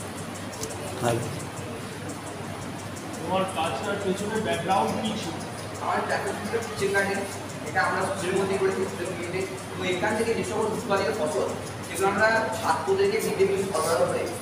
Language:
Bangla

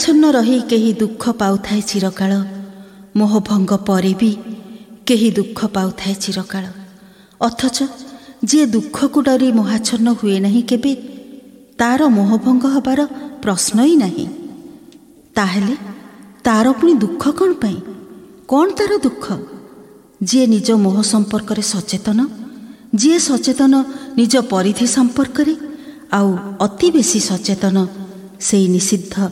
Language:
Odia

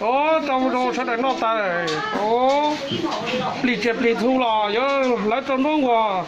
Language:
Hmong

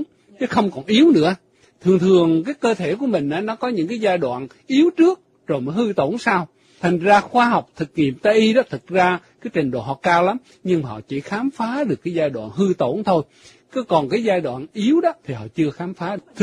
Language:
Vietnamese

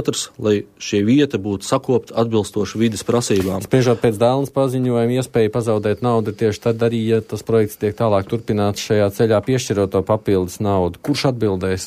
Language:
Latvian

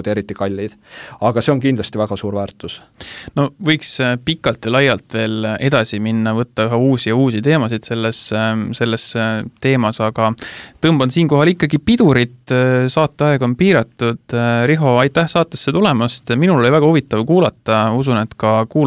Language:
Estonian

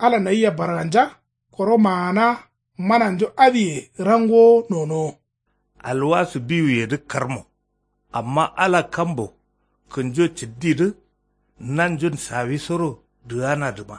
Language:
Kanuri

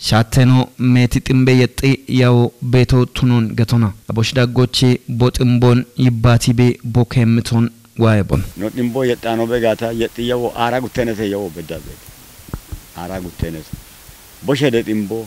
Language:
Kafa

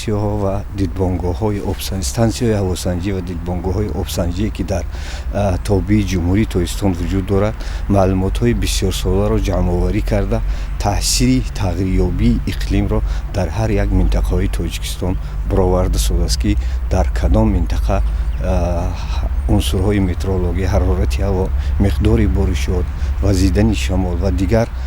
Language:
Tajik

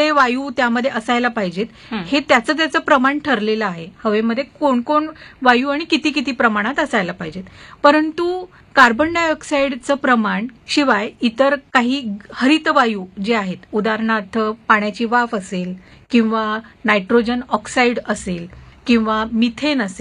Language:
Marathi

